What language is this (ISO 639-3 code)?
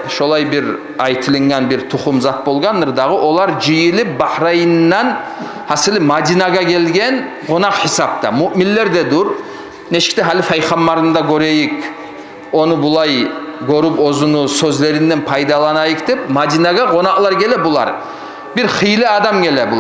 kum